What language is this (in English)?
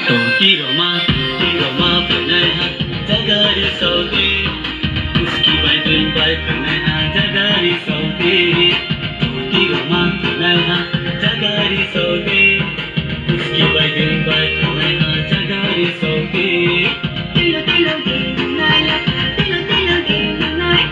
Kok Borok